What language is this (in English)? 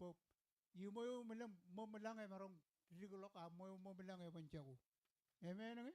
Marshallese